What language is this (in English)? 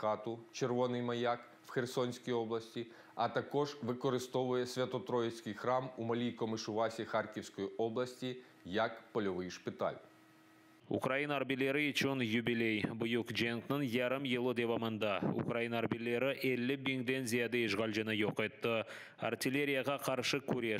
Crimean Tatar